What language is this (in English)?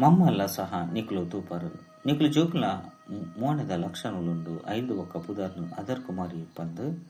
Tulu